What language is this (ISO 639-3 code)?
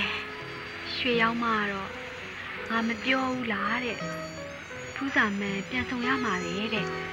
mya